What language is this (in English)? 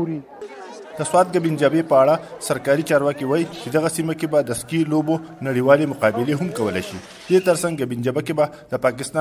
Pashto